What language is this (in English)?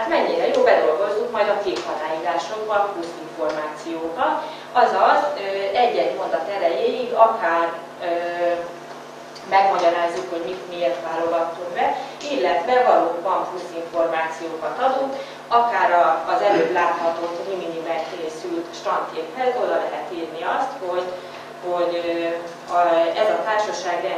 Hungarian